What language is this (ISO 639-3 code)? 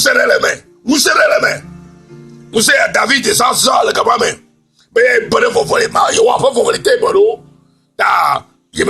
ewe